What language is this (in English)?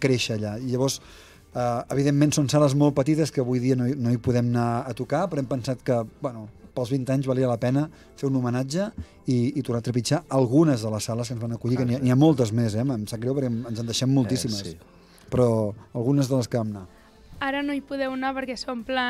Catalan